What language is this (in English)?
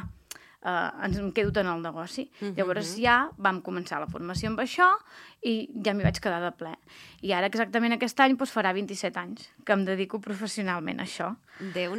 Catalan